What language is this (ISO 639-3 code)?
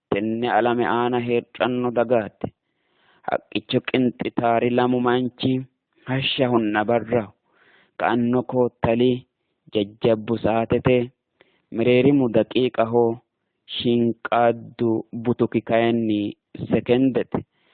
sid